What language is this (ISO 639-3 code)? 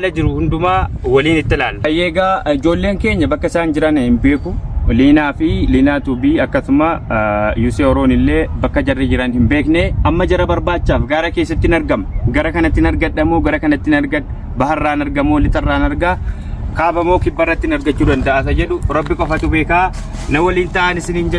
orm